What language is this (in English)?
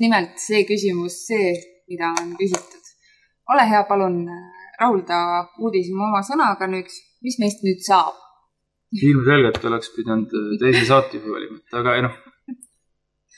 Estonian